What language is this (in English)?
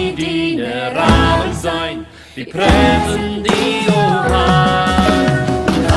Plautdietsch